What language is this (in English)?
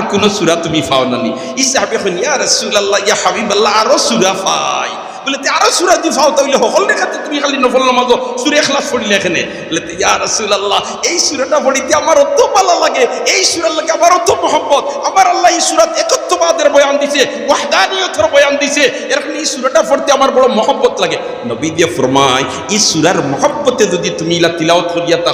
Sylheti